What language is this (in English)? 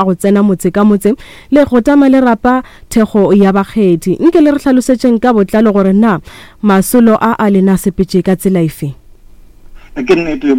Northern Sotho